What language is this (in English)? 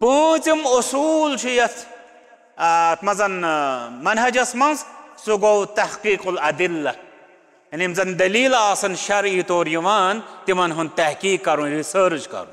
Kashmiri